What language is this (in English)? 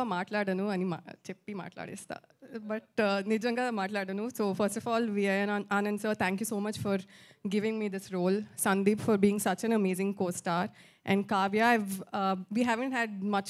Telugu